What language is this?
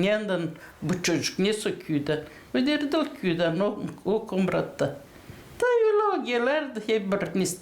Gagauz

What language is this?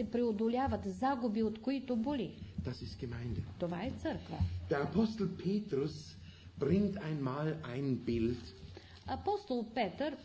Bulgarian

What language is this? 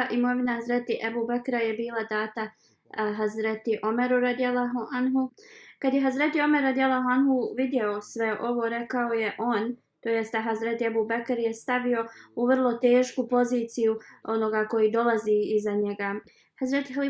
Bosnian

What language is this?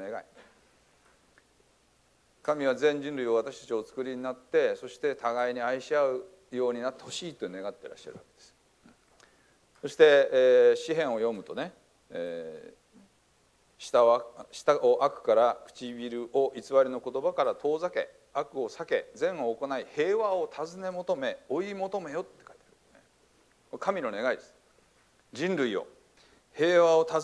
Japanese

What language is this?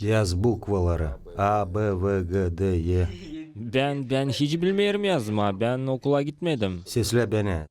Gagauz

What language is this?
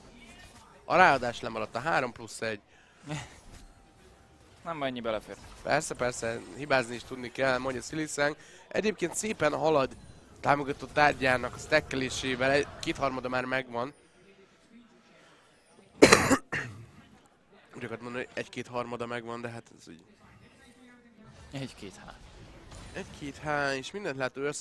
Hungarian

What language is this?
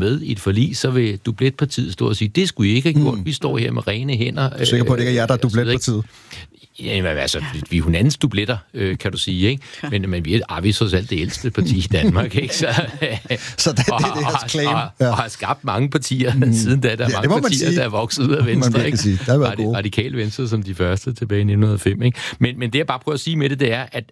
Danish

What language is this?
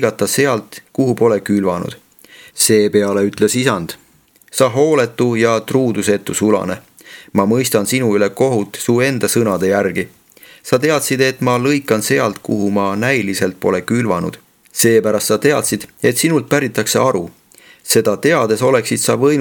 Estonian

